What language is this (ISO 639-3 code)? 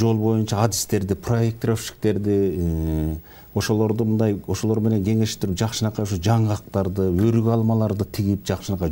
kir